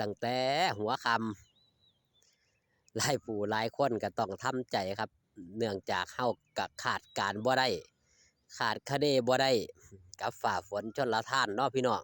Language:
Northeastern Thai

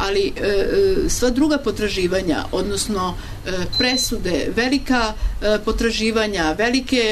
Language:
Serbian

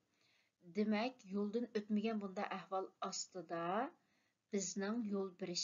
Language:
Uyghur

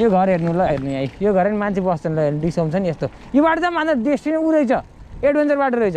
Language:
Nepali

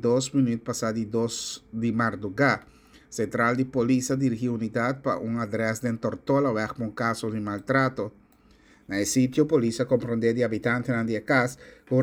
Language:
Papiamento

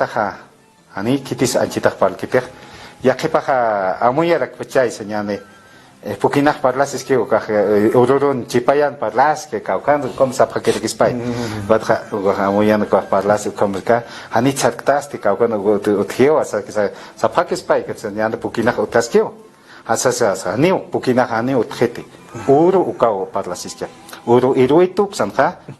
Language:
Aymara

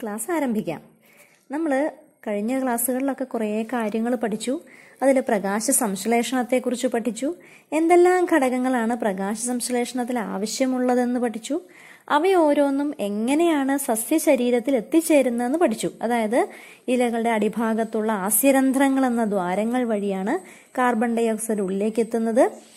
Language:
Malayalam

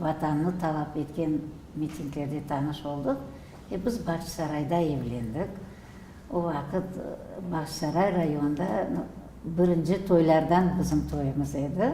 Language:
Crimean Tatar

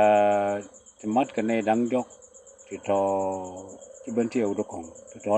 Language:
Nuer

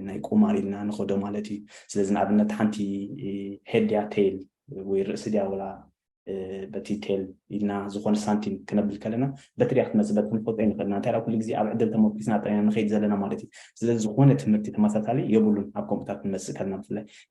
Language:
Tigrinya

